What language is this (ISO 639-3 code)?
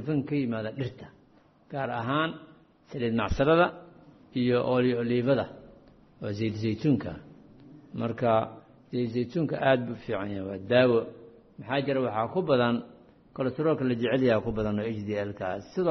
som